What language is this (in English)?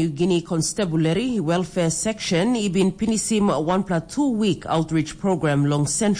Tok Pisin